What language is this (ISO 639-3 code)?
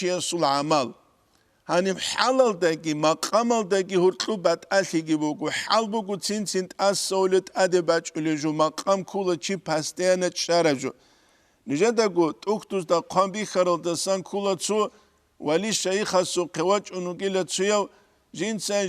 ava